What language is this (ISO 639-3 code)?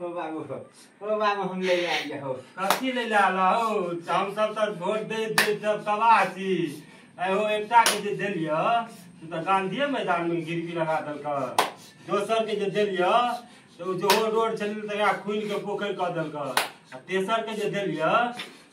mai